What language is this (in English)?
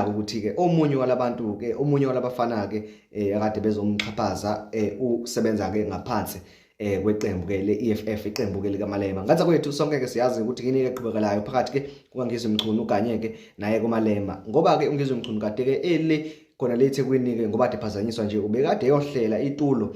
Zulu